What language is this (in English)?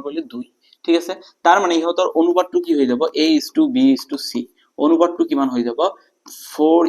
Assamese